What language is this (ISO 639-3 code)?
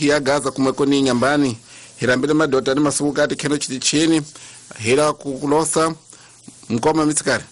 tso